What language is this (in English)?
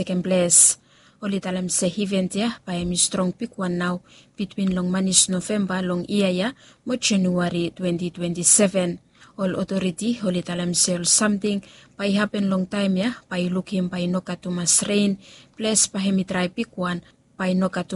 Bislama